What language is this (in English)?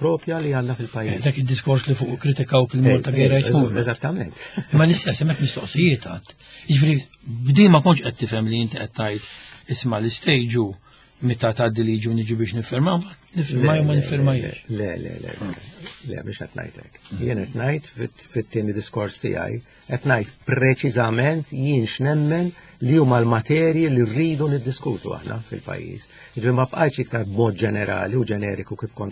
Maltese